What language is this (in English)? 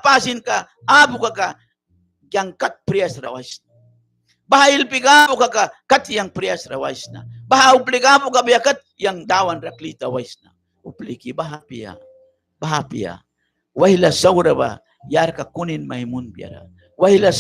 Mískito